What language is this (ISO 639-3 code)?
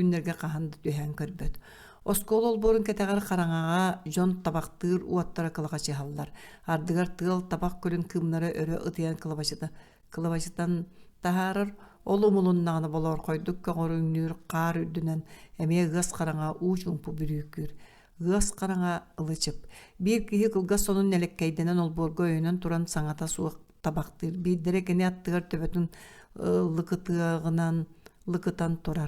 sah